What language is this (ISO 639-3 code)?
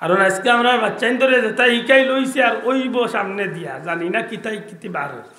syl